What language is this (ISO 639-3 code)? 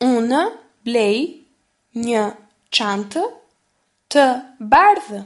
sqi